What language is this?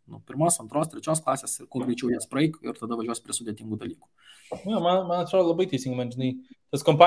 Lithuanian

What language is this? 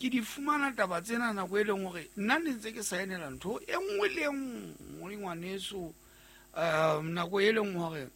Southern Sotho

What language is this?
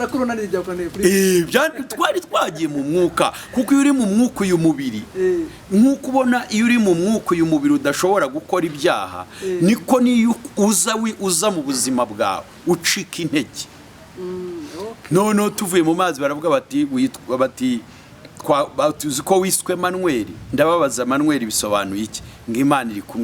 Kinyarwanda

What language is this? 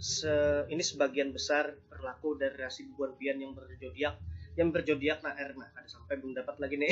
Banjar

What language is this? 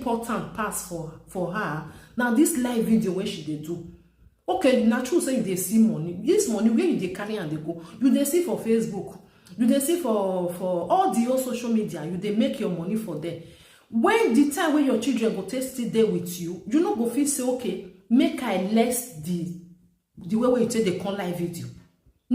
Nigerian Pidgin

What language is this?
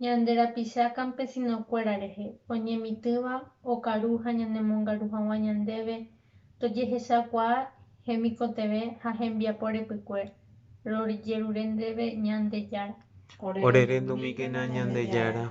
Guarani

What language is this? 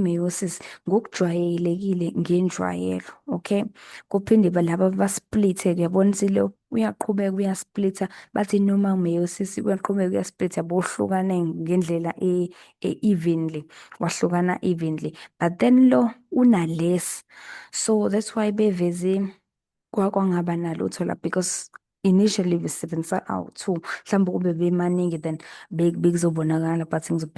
Zulu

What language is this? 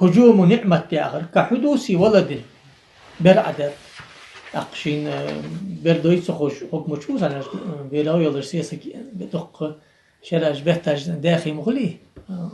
Ingush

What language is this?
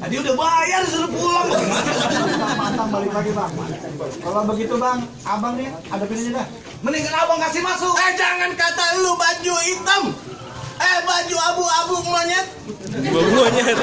Betawi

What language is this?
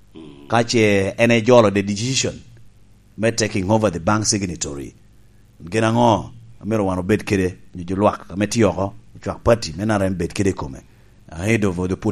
Lango (Uganda)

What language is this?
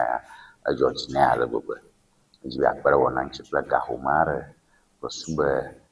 Ewe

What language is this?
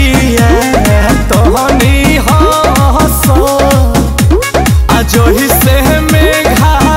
Bhojpuri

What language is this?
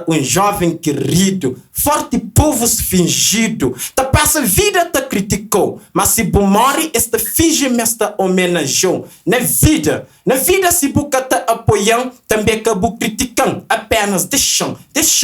Kabuverdianu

